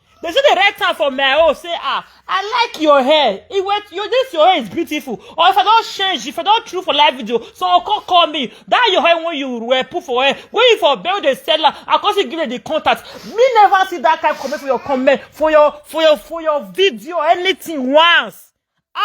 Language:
Nigerian Pidgin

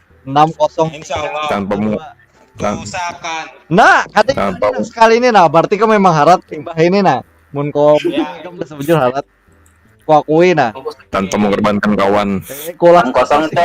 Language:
Banjar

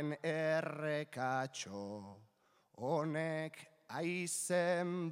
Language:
Basque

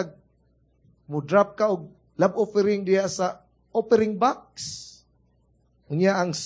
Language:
Cebuano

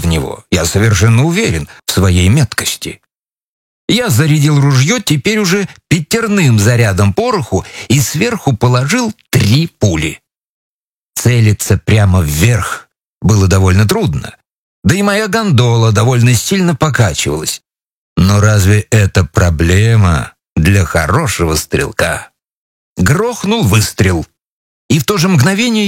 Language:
Russian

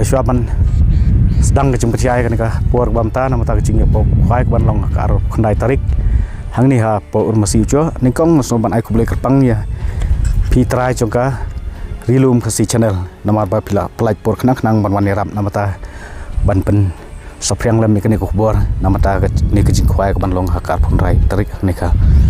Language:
Khasi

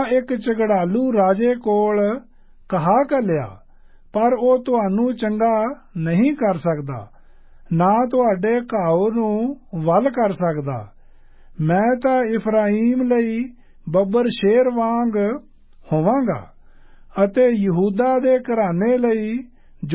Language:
Punjabi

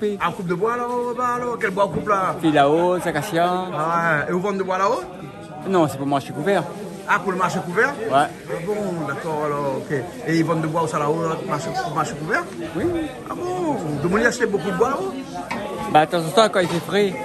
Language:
Réunion Creole French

